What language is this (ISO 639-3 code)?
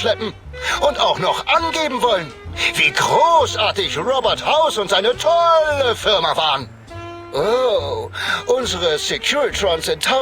bar